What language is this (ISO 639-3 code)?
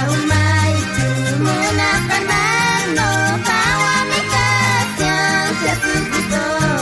quh